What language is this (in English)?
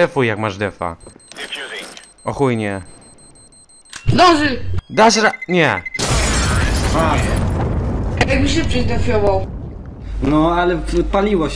Polish